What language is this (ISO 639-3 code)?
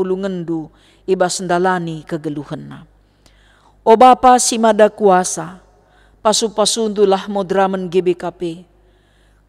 btx